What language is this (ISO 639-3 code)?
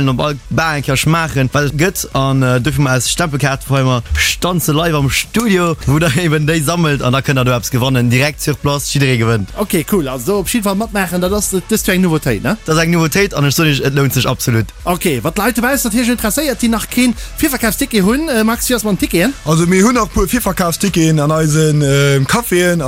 ltz